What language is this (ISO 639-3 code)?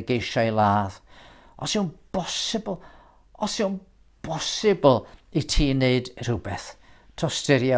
cym